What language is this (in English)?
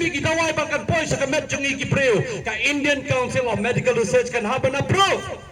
Khasi